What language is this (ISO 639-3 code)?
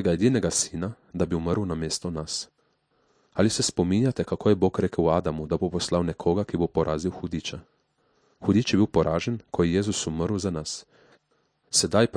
slv